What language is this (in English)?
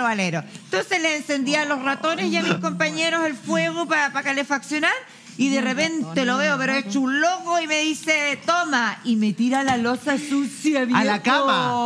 Spanish